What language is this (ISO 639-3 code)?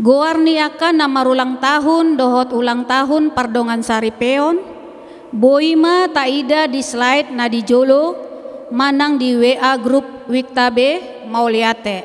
bbc